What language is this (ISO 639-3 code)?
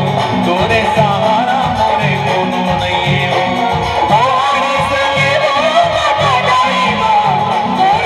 hne